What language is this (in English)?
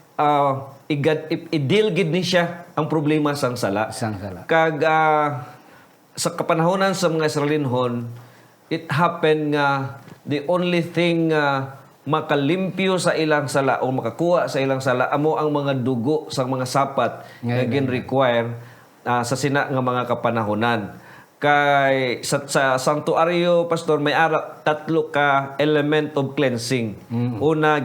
Hiligaynon